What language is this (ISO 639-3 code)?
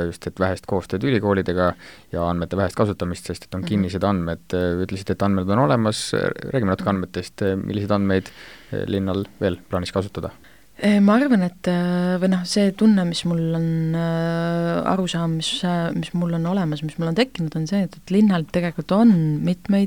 est